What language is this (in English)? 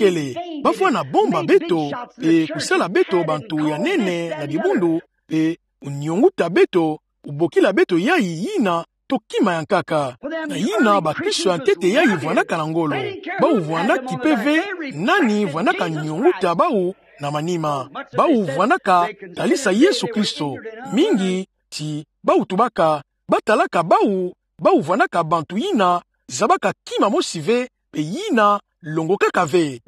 Kituba (Democratic Republic of Congo)